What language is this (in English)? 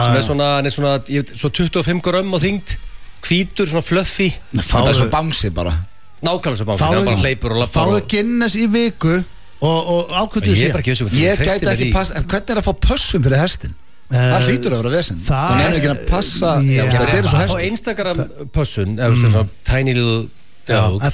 Icelandic